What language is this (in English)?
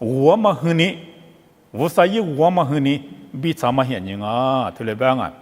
Lisu